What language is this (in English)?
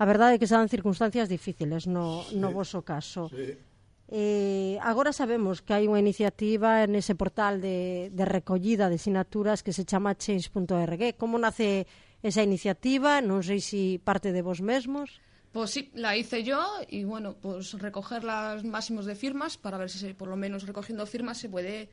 Galician